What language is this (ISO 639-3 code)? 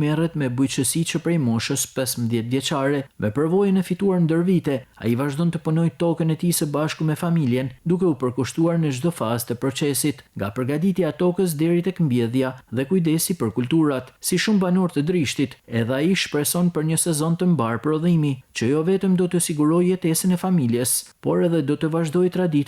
sqi